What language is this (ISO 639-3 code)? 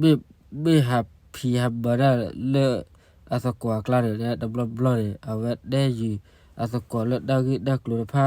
ksw